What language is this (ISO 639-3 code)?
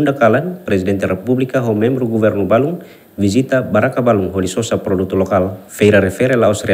tet